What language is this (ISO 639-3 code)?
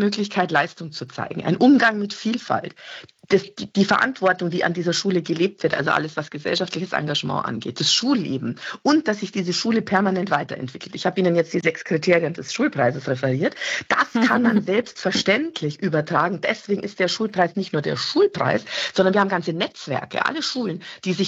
deu